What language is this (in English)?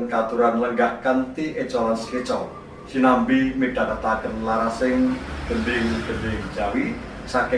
Javanese